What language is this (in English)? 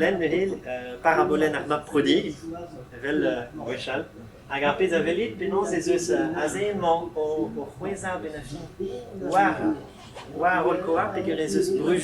Breton